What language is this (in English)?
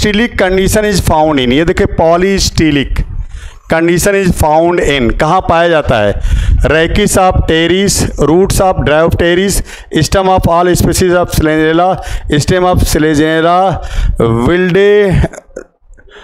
Hindi